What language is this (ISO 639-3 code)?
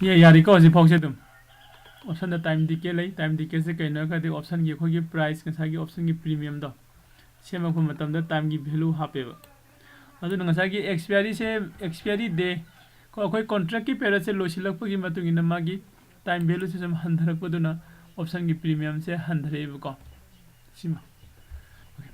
mni